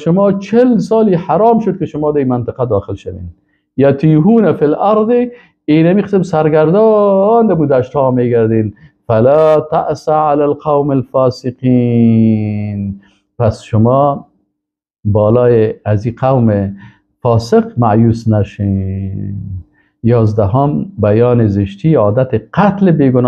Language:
Persian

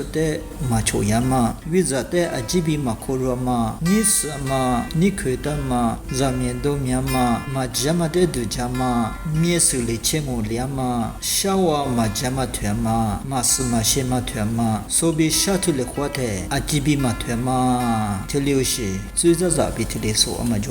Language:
Lisu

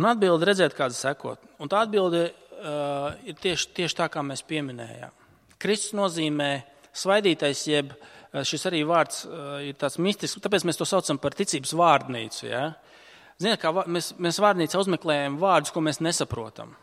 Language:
Latvian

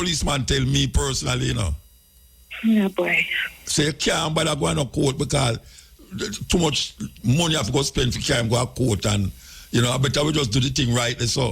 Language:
Jamaican Creole English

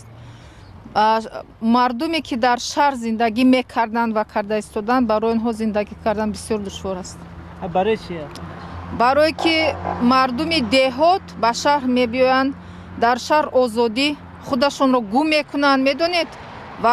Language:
Tajik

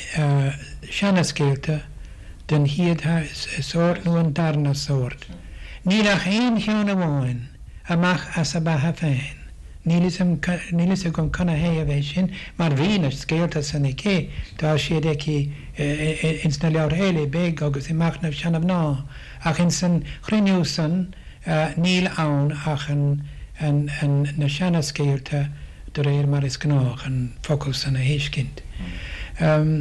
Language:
Irish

